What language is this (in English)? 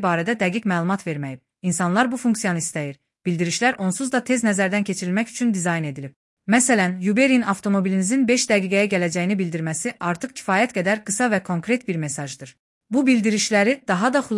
Azerbaijani